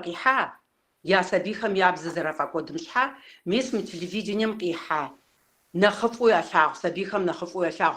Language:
Kabardian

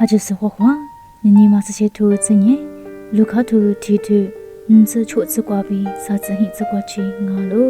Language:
Lisu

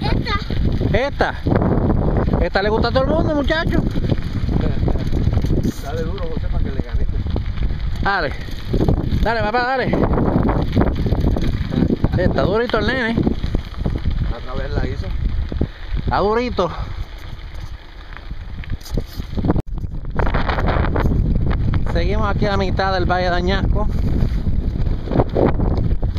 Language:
Spanish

